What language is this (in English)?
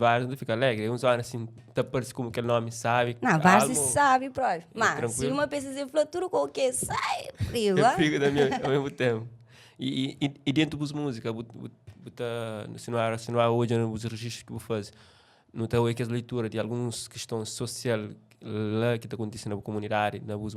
Kabuverdianu